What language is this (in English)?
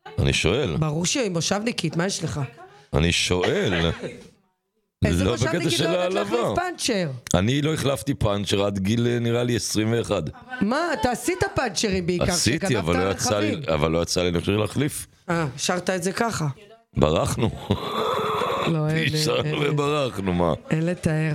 Hebrew